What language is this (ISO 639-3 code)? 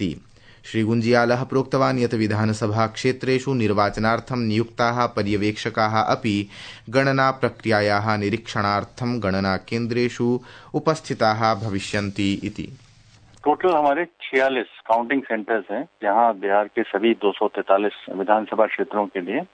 san